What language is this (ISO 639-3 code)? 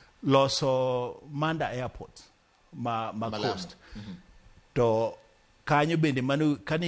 luo